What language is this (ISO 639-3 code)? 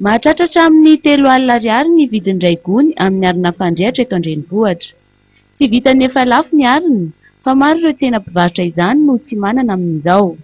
mlg